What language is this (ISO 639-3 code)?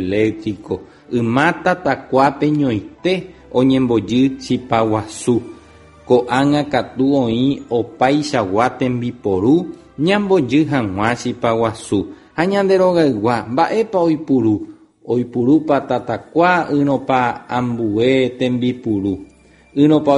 grn